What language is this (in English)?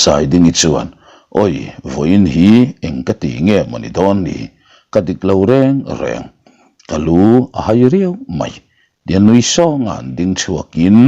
Mizo